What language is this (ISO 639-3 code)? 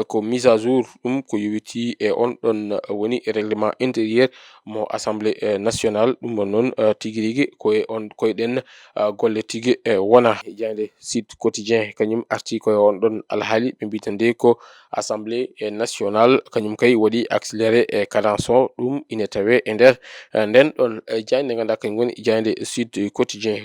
ful